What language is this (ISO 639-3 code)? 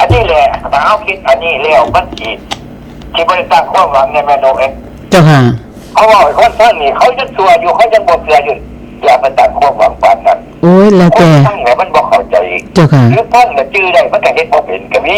tts